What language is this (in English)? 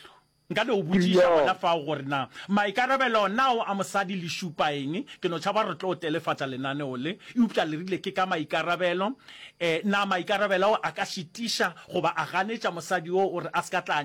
Northern Sotho